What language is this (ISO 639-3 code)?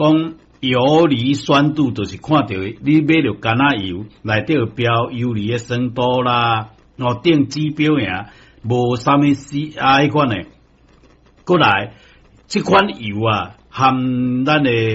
nan